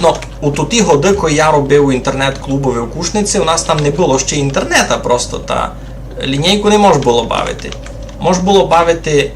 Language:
Rusyn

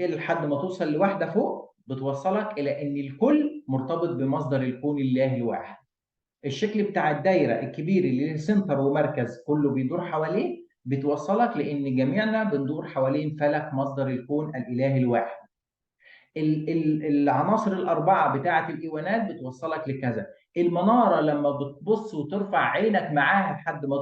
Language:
Egyptian Arabic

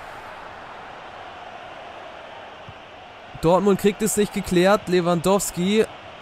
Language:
German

